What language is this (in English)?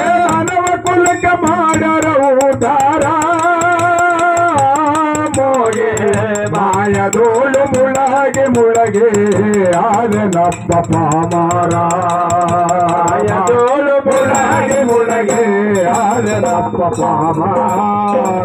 Kannada